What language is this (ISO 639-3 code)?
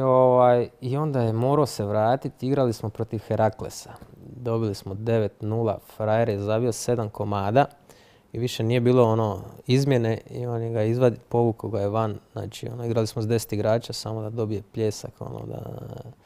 hrv